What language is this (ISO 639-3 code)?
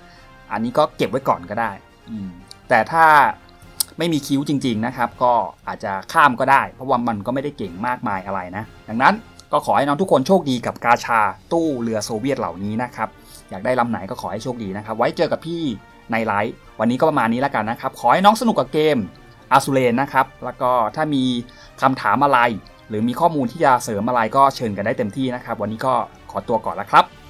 tha